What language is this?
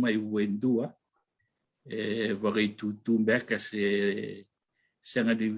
Fijian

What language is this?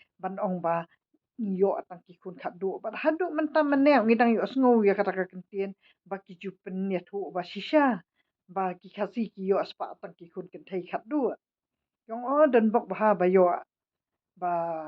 Khasi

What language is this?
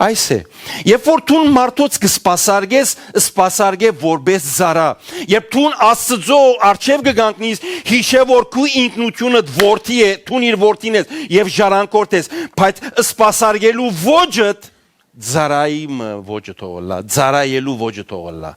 Western Armenian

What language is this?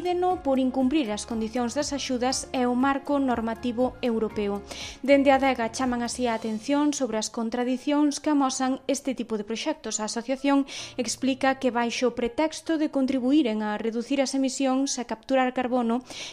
Galician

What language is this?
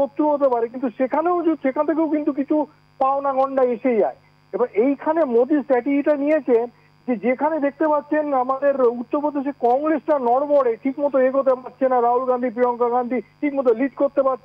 Bangla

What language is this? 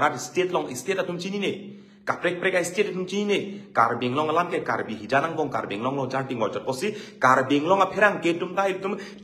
Karbi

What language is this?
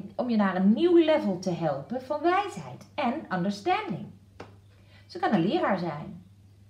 Dutch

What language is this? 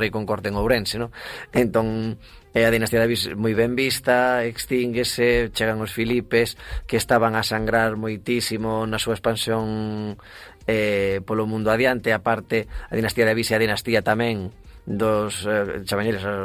Galician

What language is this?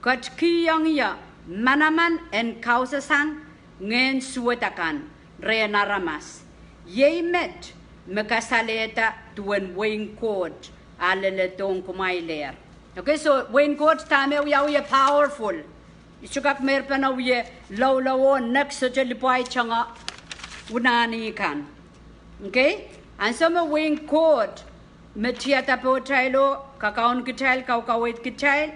Pohnpeian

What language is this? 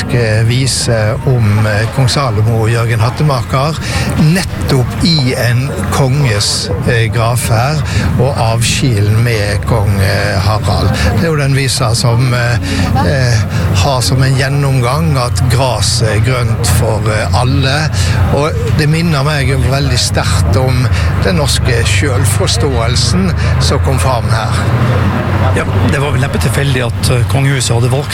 Norwegian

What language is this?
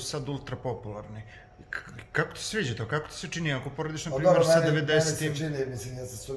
Serbian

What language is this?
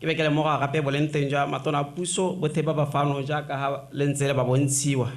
Tswana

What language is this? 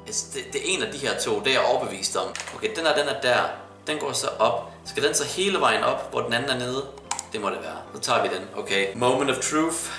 Danish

